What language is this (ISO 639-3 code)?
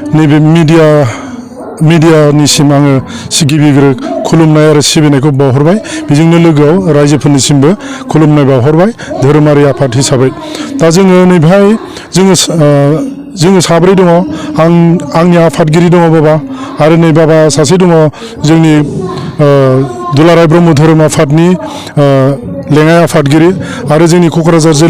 brx